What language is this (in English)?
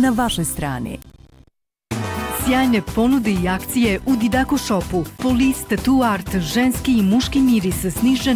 Bosnian